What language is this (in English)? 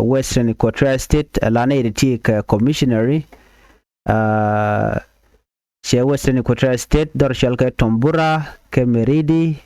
Nuer